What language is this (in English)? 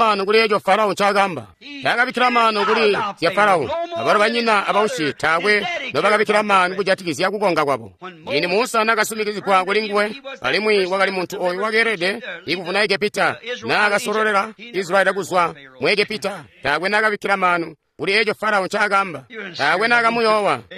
Tonga (Zambia)